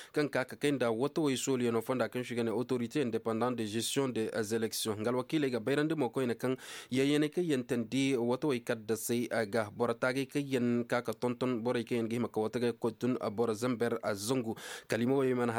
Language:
Koyraboro Senni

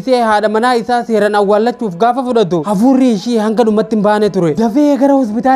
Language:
Oromo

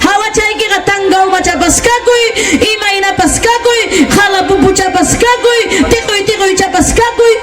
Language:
Ayacucho Quechua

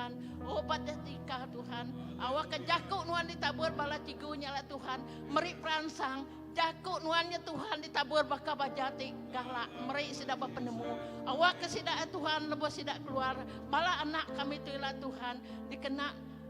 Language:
Iban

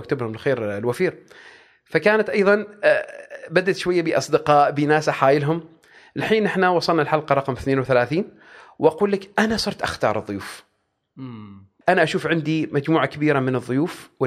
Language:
Gulf Arabic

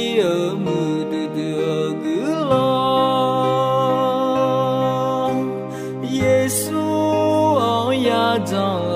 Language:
Akha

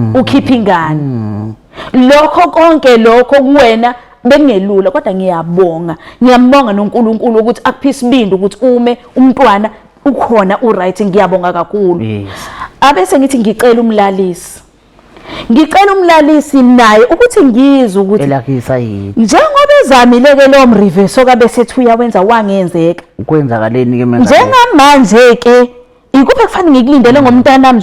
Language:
Zulu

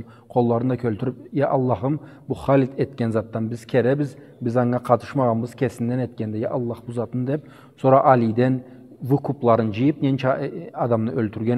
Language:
Karachay-Balkar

